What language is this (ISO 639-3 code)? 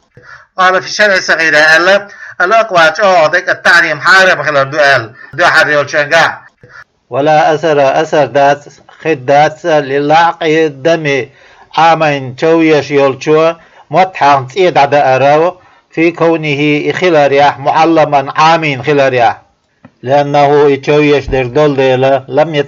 che